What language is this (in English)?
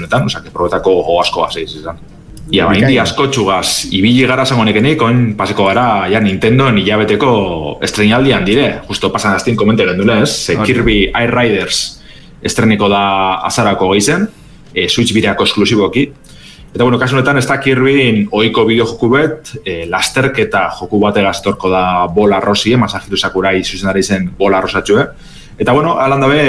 Basque